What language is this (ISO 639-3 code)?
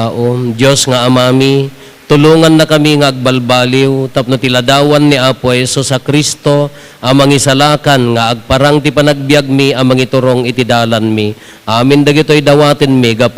ilo